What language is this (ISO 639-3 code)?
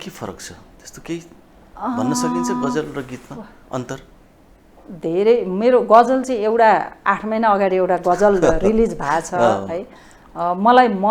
nep